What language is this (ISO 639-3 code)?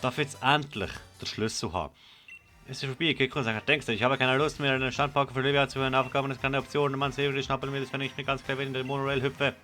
gsw